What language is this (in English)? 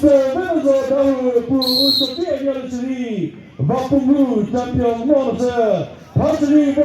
Chokri Naga